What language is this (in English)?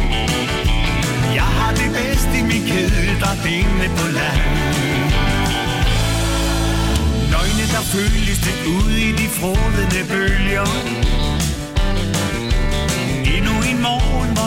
Danish